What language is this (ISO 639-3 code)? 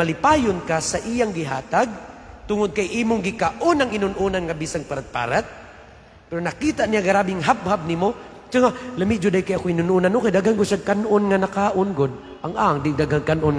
ceb